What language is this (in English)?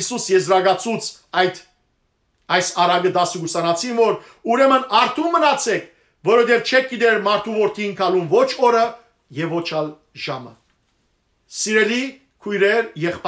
Western Armenian